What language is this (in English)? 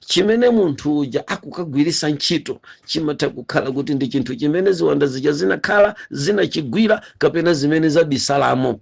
Nyanja